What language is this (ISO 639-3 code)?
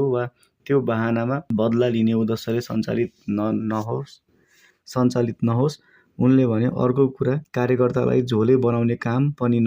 nep